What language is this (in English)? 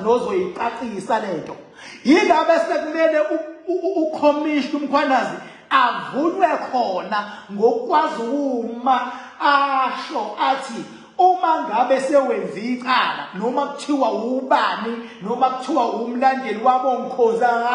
Zulu